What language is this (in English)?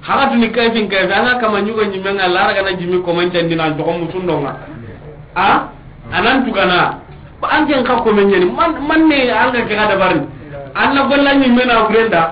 Soninke